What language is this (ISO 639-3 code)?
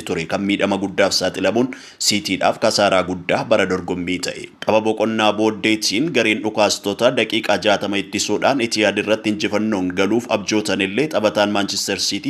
orm